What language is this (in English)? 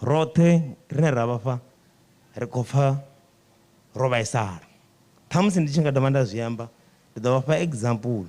Venda